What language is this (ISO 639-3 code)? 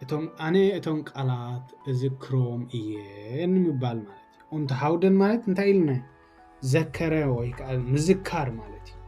tir